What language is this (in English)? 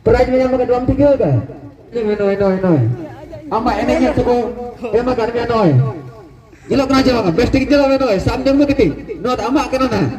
Santali